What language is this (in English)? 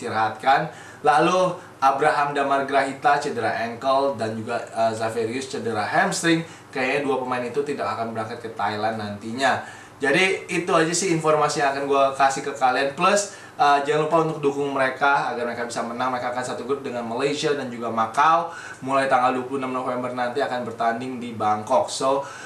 Indonesian